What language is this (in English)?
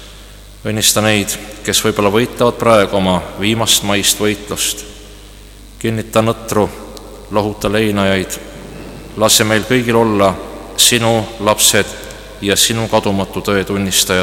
Estonian